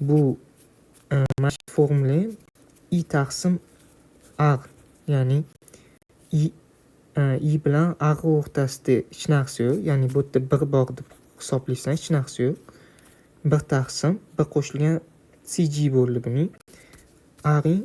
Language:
Uzbek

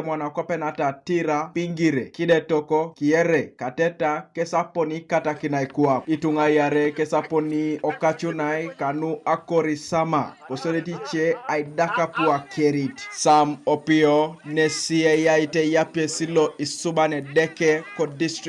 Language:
Teso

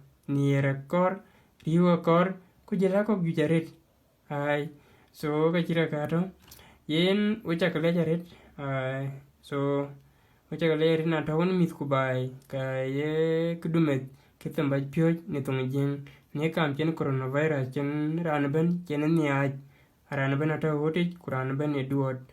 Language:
Dinka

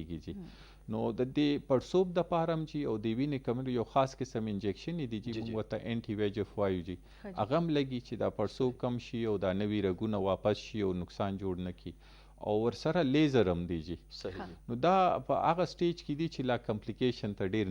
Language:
Pashto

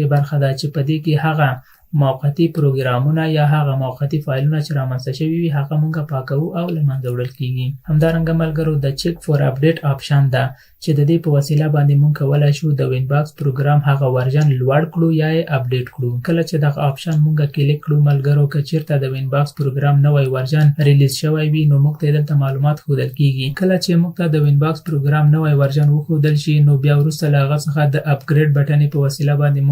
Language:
Pashto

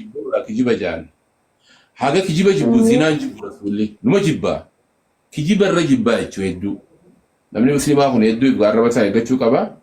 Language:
Oromo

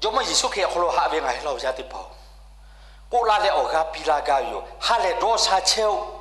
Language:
Lahu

